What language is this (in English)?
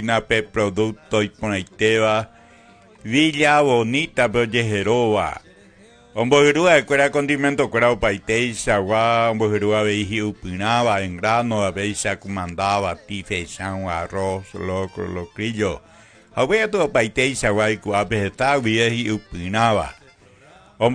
Guarani